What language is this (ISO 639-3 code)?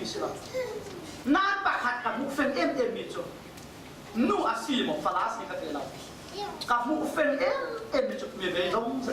cfm